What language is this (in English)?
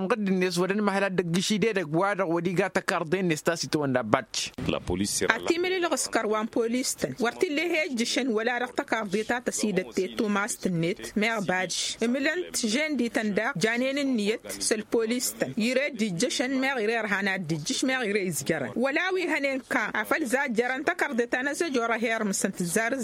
Tamasheq